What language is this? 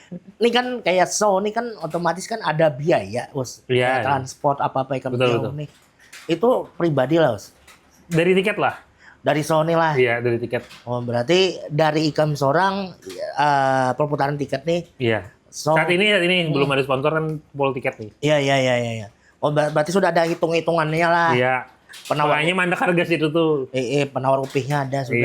Banjar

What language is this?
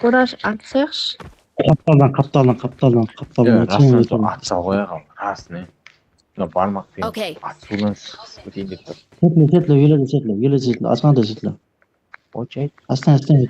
Kara-Kalpak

